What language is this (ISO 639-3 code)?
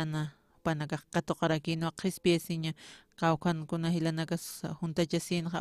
aym